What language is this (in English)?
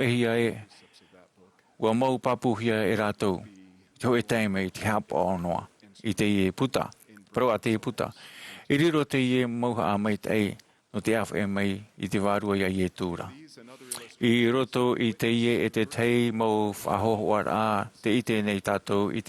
Tahitian